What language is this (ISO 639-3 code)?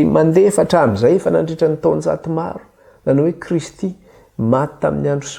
mlg